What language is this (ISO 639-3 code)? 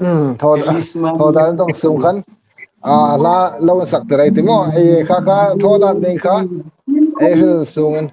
hmr